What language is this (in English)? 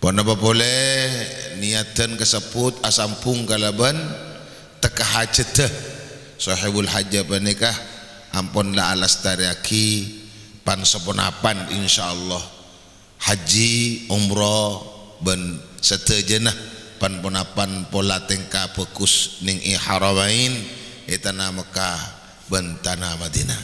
Madurese